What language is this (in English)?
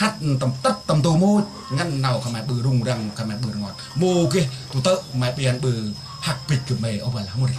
Central Mnong